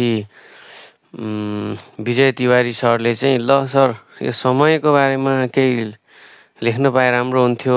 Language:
Nepali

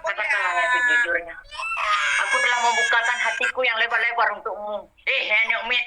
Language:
Achinese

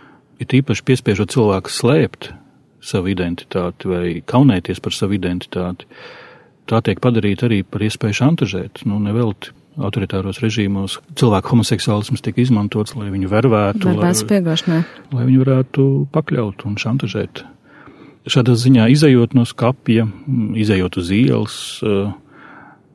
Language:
Latvian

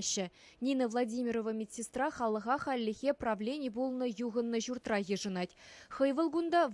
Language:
Chuvash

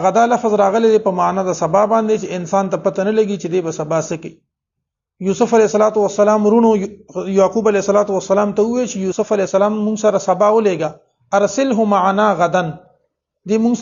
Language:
Pashto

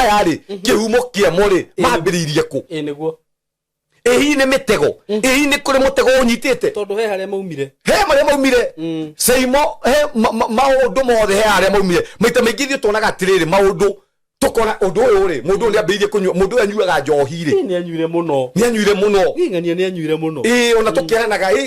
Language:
Kikuyu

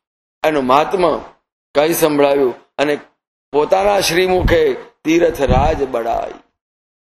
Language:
Gujarati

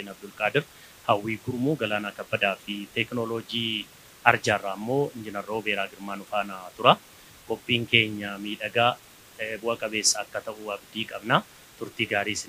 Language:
Oromo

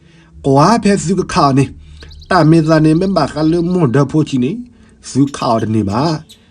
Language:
S'gaw Karen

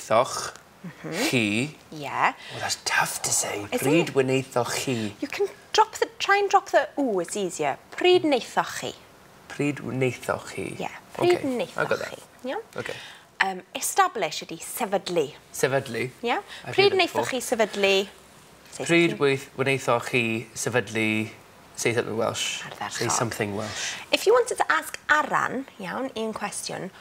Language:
Welsh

